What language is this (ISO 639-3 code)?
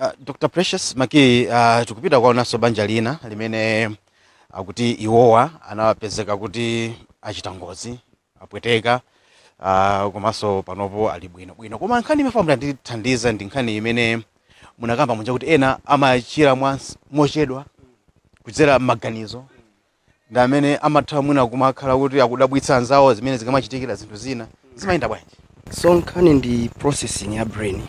nya